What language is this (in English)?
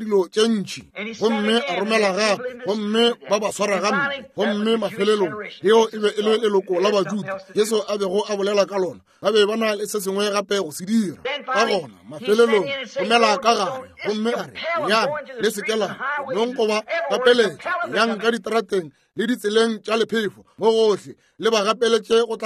Northern Sotho